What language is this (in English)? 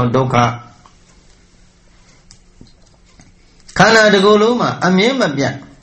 Burmese